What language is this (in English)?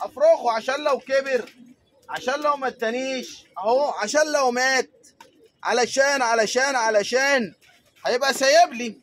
Egyptian Arabic